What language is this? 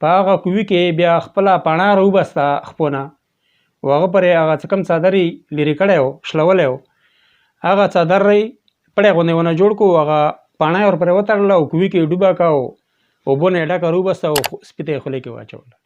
Pashto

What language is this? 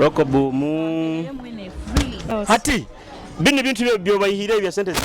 Nyoro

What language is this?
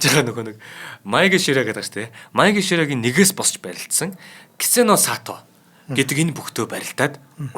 Mongolian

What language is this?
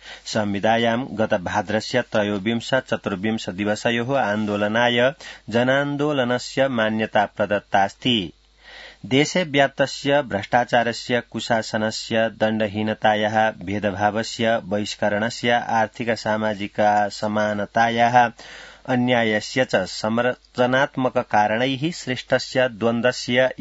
Sanskrit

